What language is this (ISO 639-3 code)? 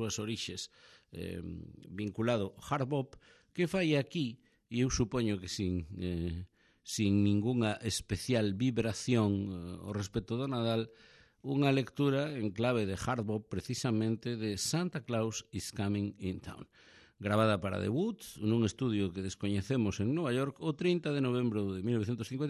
glg